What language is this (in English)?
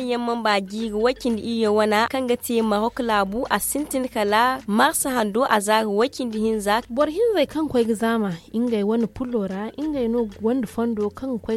Zarma